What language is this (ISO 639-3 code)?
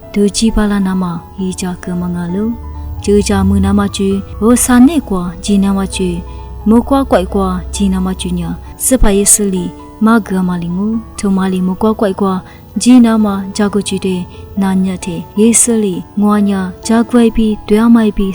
lis